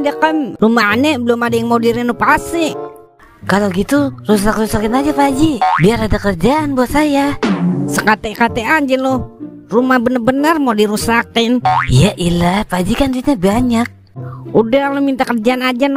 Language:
Betawi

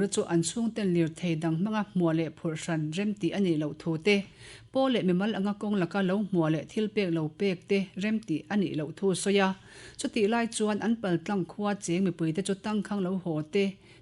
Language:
Mizo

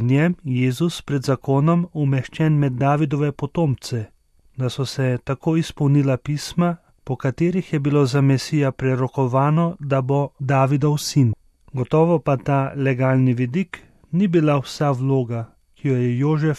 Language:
Slovenian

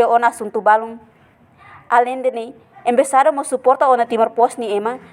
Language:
Tetum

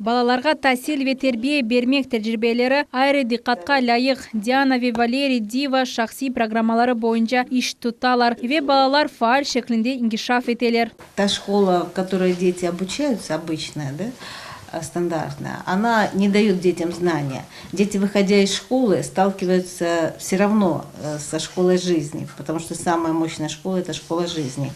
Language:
Crimean Tatar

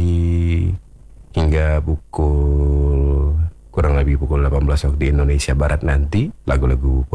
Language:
Indonesian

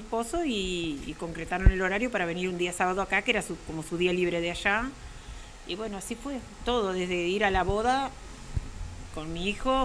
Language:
Spanish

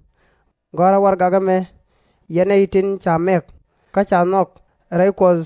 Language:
Nuer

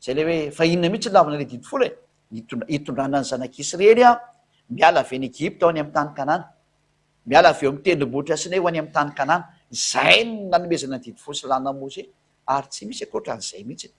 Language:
Malagasy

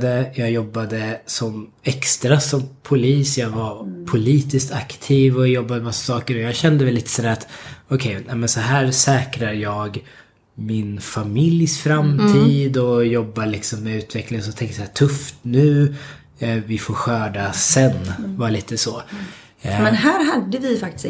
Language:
Swedish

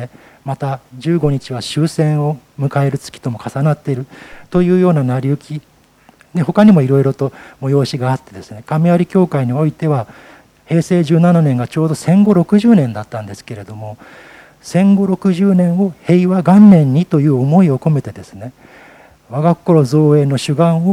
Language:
Japanese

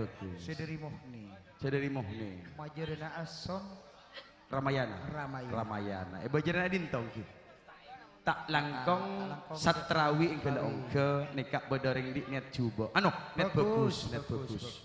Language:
Madurese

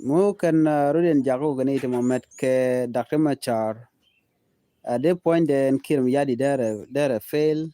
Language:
Nuer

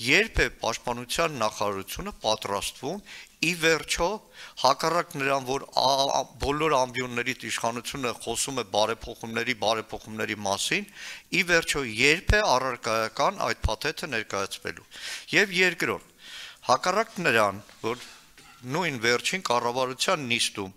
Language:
Armenian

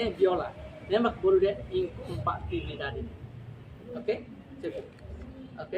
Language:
Tetum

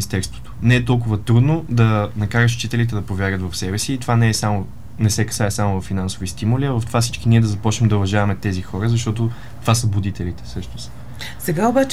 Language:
Bulgarian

